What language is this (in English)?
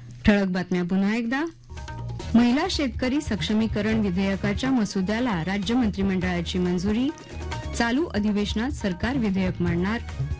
Marathi